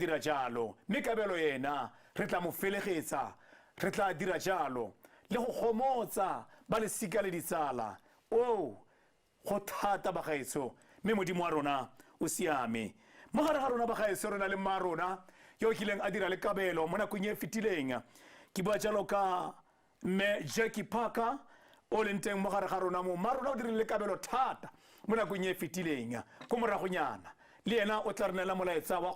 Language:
Tswana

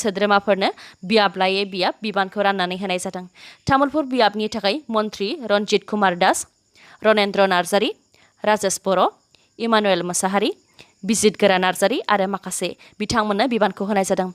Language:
Bodo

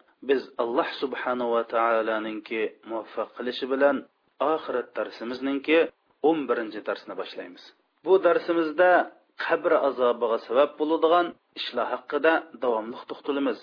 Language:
Uyghur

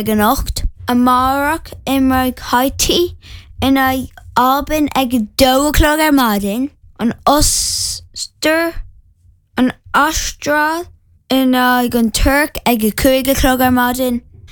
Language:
Irish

